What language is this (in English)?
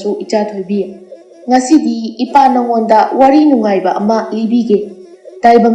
Manipuri